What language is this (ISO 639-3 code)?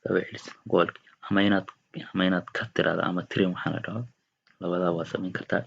som